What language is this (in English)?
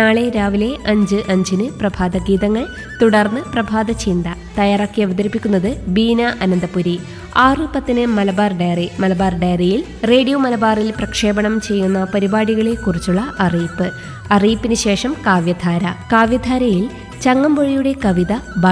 Malayalam